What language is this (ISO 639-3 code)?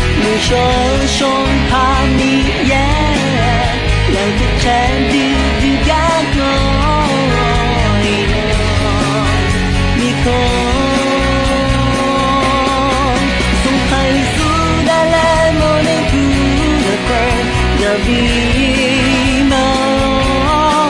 ahk